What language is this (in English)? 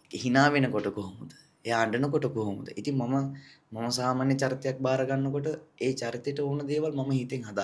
Sinhala